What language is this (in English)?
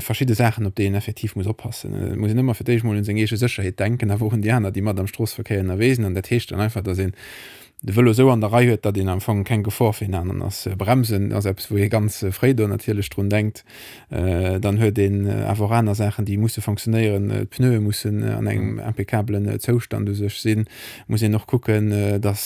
Luxembourgish